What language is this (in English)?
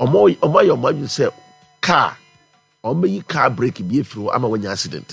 Akan